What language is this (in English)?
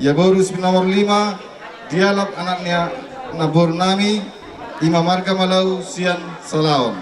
Batak Toba